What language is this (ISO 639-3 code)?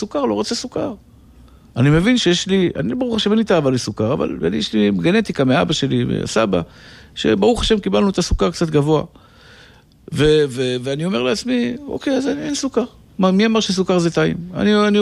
heb